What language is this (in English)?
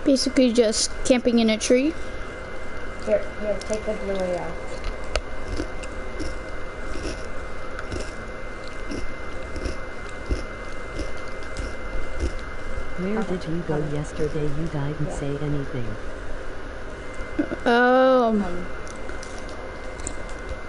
English